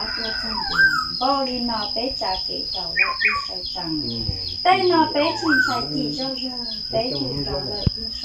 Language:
Hmong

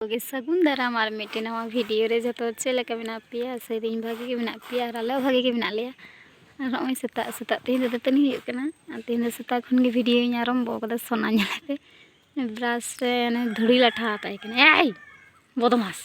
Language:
Santali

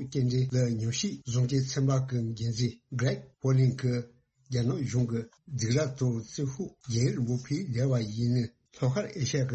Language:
Tibetan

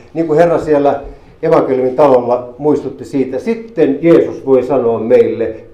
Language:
Finnish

